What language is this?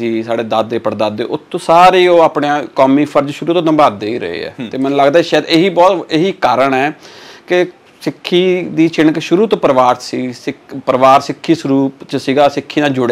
Punjabi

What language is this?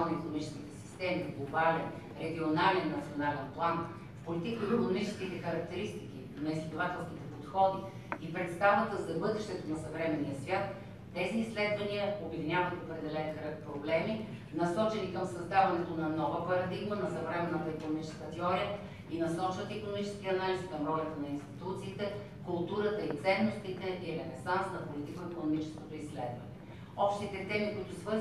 Bulgarian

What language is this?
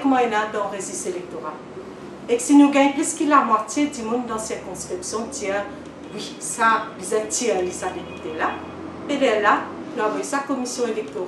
Morisyen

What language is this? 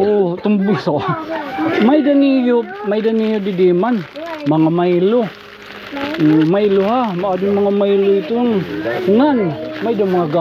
Waray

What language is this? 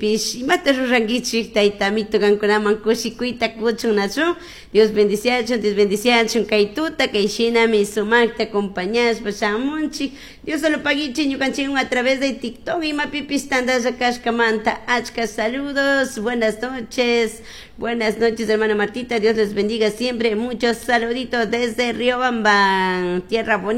Chimborazo Highland Quichua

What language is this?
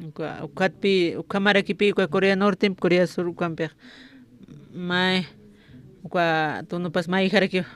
Aymara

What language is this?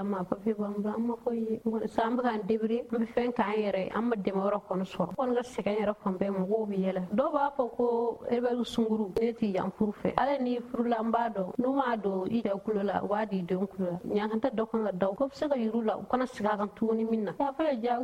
Bambara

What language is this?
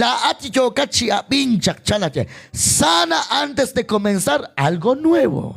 Kekchí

